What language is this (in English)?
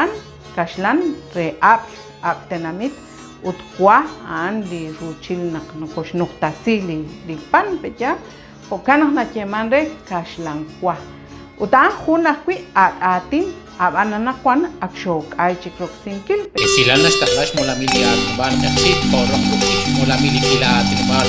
Kekchí